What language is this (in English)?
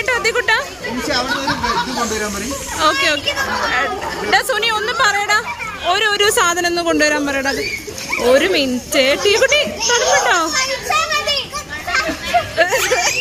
Malayalam